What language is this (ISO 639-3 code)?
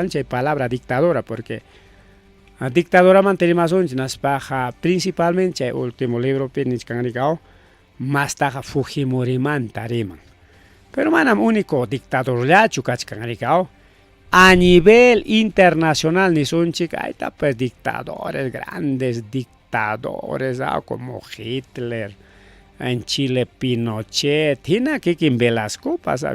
quy